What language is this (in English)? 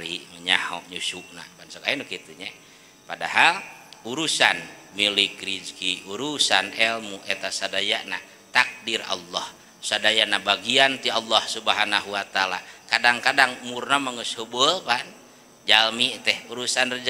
Sundanese